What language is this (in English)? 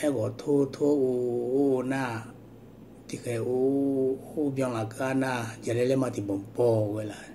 Akha